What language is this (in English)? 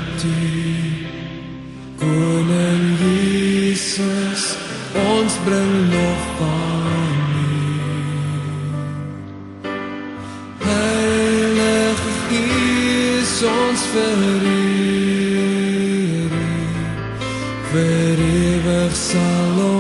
Afrikaans